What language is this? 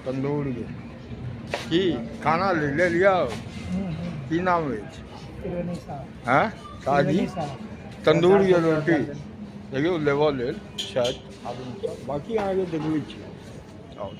Maithili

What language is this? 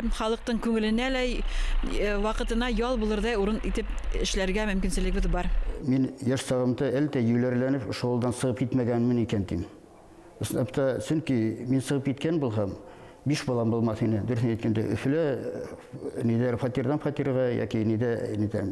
Bashkir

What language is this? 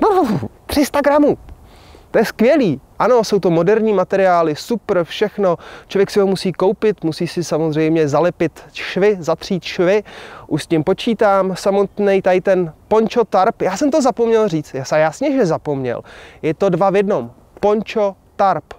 Czech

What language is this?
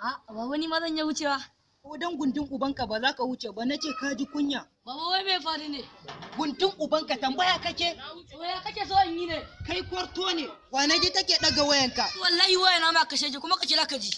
Hausa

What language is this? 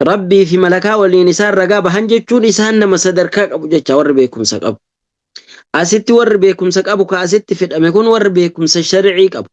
Oromo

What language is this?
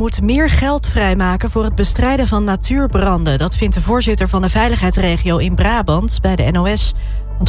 Dutch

